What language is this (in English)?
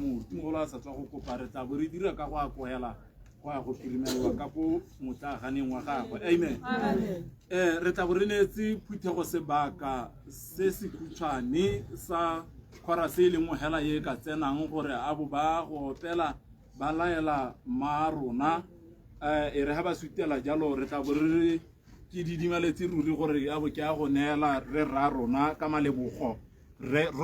Tswana